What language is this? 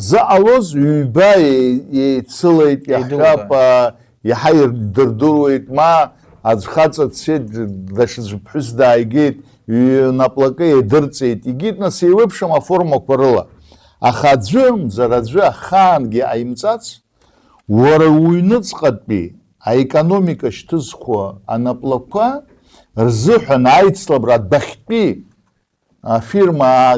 Abkhazian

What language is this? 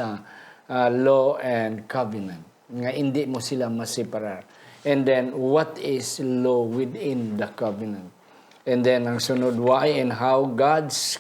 Hiligaynon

